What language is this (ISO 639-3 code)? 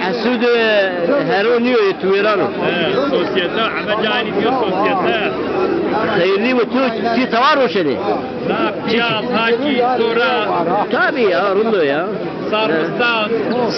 zza